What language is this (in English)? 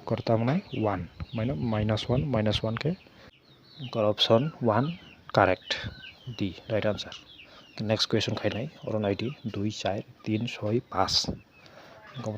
Kok Borok